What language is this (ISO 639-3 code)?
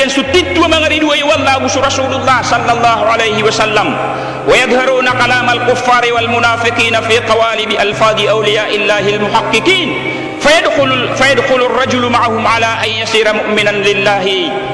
mrw